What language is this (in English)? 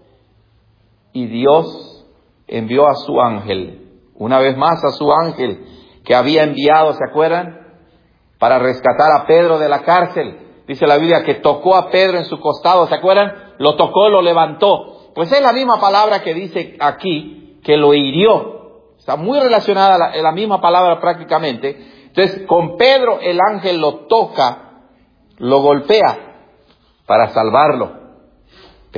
Spanish